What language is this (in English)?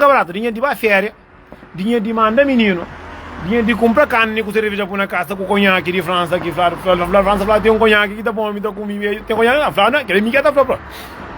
Kabuverdianu